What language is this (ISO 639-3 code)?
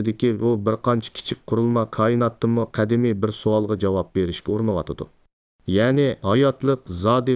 uig